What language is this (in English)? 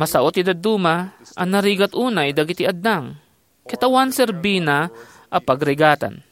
Iloko